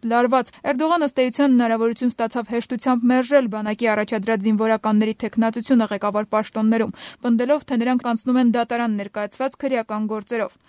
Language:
Armenian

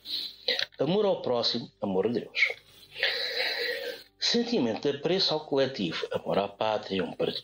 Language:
Portuguese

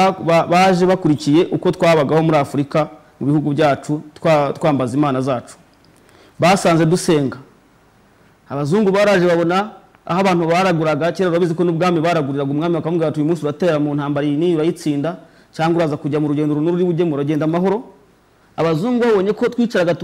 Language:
Kinyarwanda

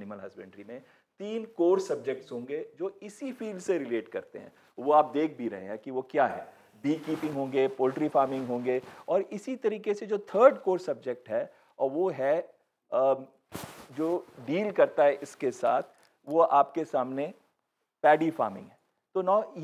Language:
Hindi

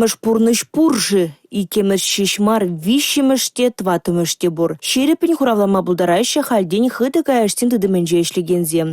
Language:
Chuvash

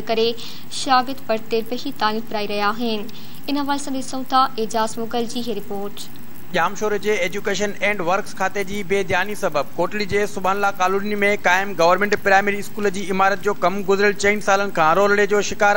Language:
Sindhi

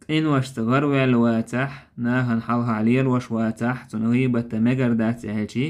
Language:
Chechen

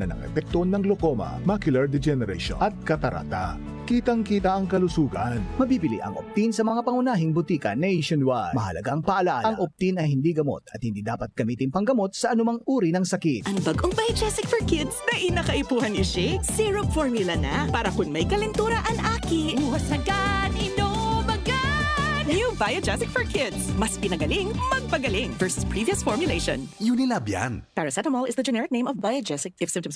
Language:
Bikol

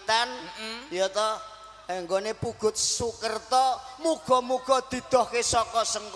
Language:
Javanese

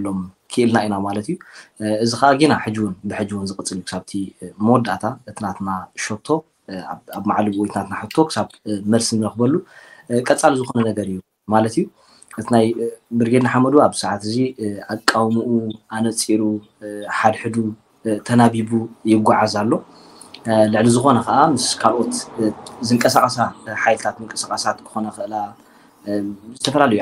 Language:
Tigrinya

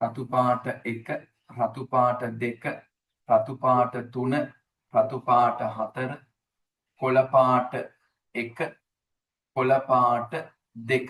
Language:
Sinhala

